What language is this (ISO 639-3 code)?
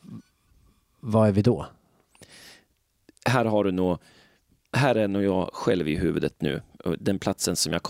swe